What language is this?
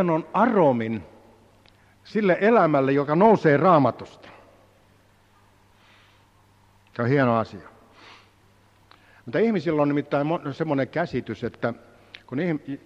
Finnish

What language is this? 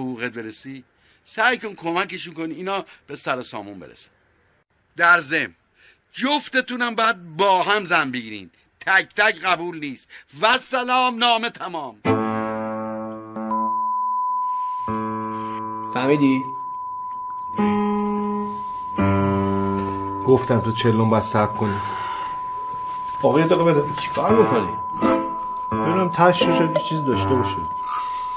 Persian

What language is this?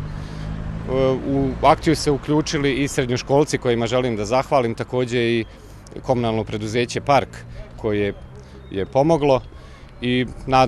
Bosnian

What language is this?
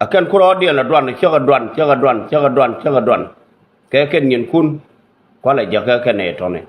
Nuer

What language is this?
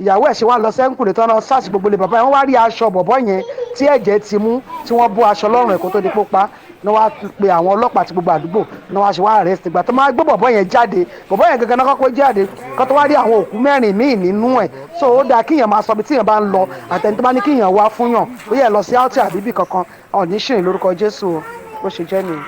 Yoruba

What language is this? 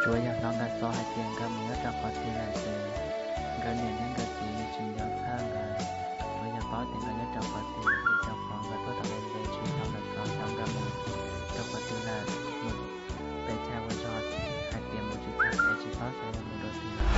Hmong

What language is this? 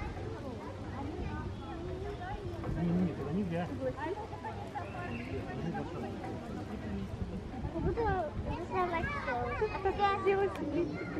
Russian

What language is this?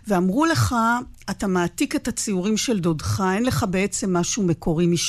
Hebrew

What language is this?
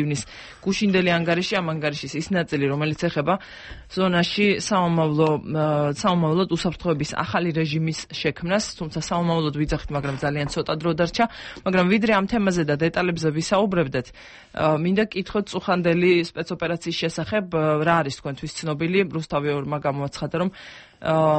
Georgian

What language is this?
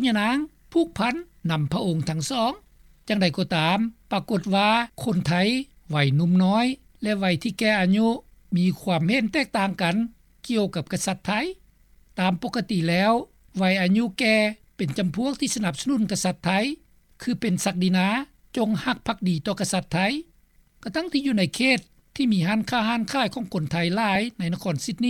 Lao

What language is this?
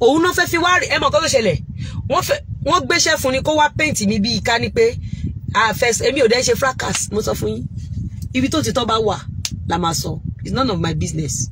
Yoruba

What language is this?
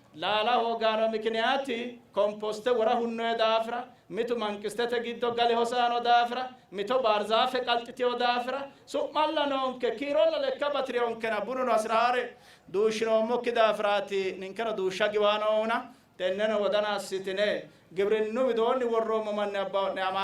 Sidamo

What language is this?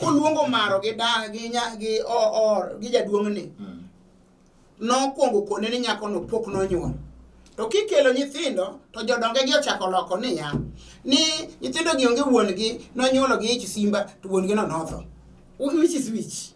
Luo (Kenya and Tanzania)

